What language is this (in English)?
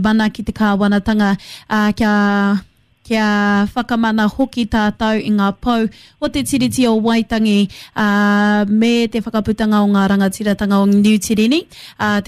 Māori